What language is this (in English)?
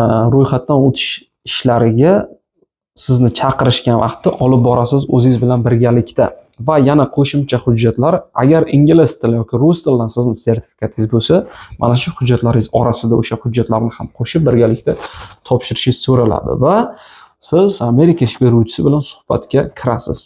Uzbek